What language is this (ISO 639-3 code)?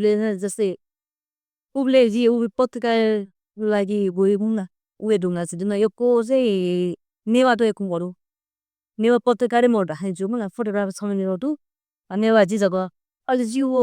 new